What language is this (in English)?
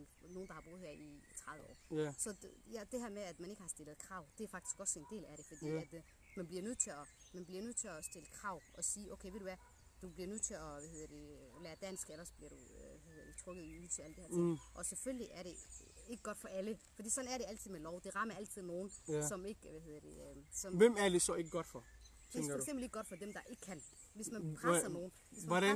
Danish